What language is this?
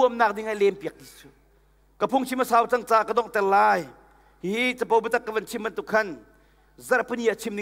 Hakha Chin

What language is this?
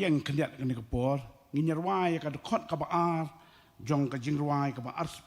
Khasi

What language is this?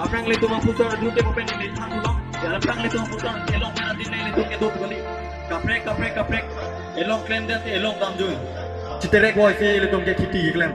Karbi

